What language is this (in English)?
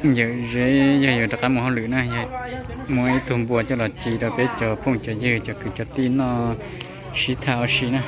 Hmong